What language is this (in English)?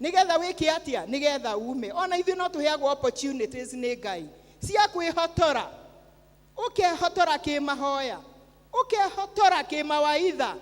Kikuyu